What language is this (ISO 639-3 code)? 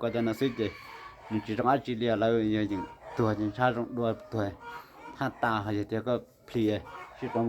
hmn